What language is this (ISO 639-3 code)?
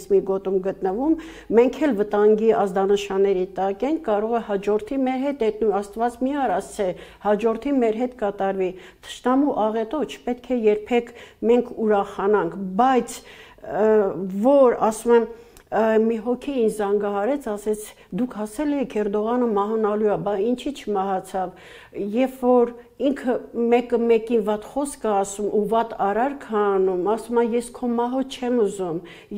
hye